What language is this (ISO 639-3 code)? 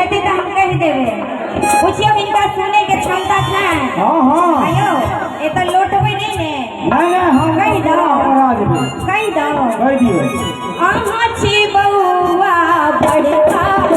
mai